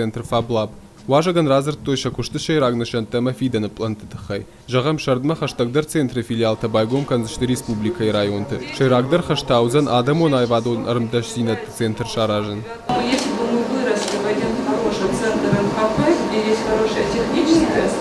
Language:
Ossetic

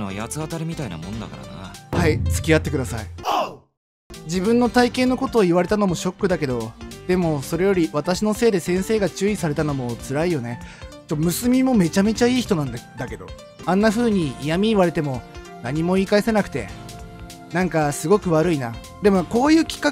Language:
Japanese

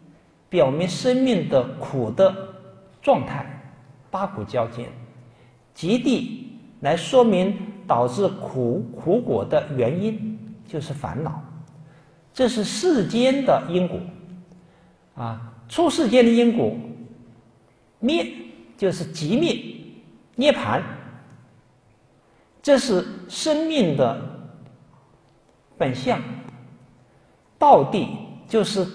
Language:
Chinese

